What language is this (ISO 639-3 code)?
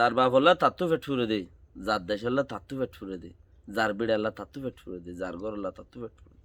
rhg